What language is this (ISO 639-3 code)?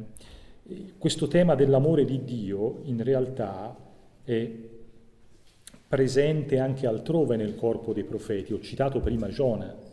ita